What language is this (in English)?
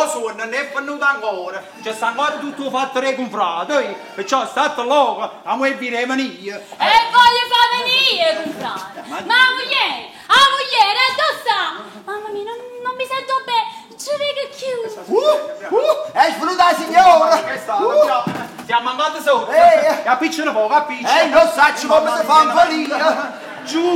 Neapolitan